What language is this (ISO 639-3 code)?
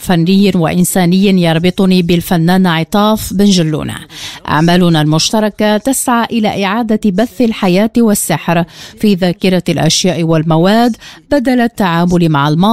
ara